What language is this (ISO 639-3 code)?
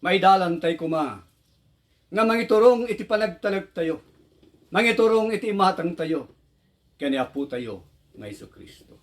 ilo